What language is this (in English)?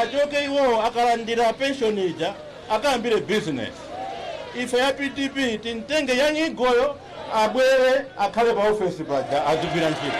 Nyanja